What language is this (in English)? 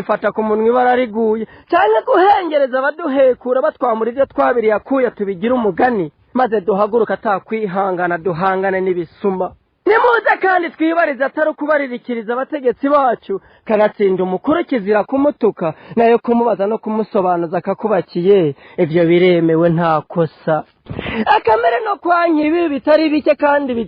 Rundi